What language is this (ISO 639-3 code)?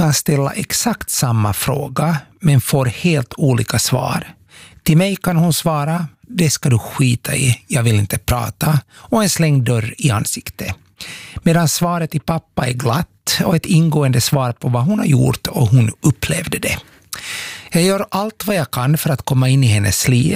swe